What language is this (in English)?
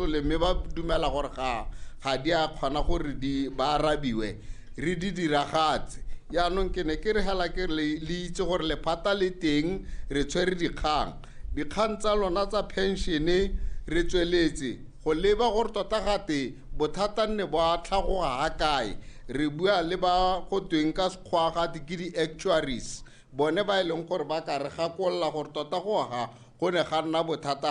Tswana